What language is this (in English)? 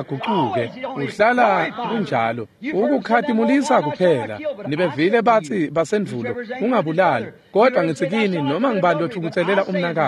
Swati